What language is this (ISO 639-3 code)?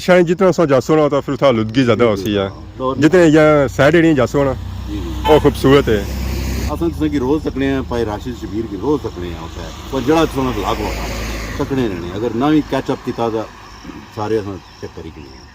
phr